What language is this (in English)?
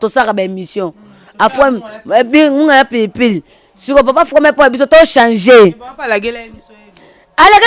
Lingala